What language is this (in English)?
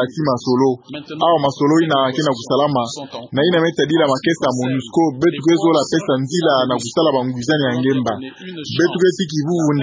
Kituba (Democratic Republic of Congo)